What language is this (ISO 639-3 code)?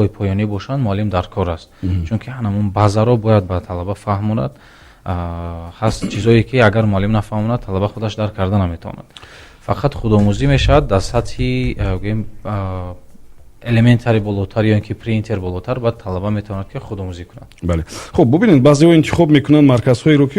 tgk